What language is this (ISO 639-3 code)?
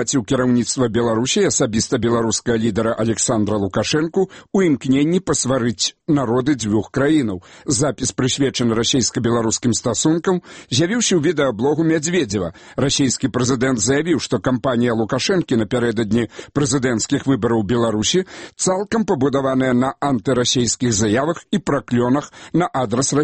bel